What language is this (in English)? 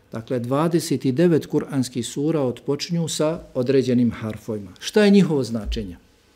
Bosnian